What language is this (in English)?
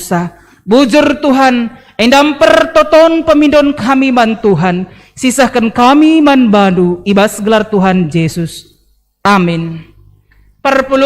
Batak Karo